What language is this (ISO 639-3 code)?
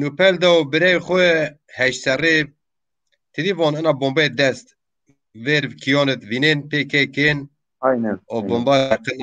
zza